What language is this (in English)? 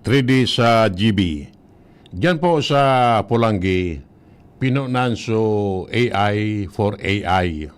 Bikol